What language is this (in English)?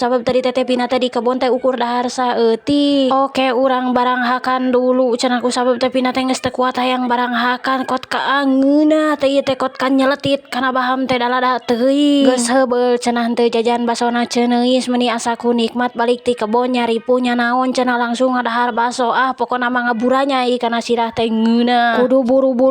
Sundanese